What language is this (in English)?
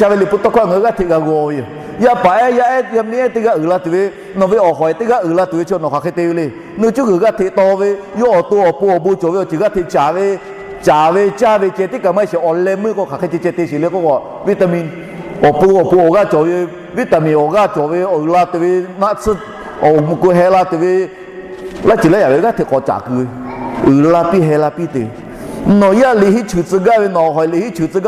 Lahu